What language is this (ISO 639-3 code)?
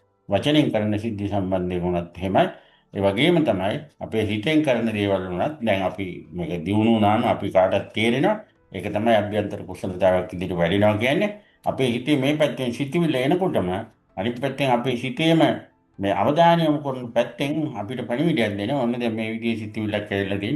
sin